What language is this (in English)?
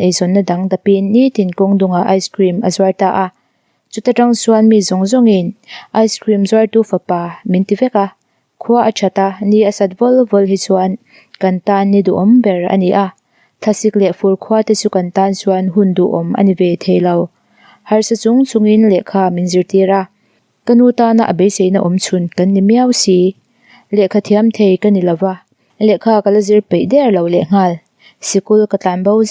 Mizo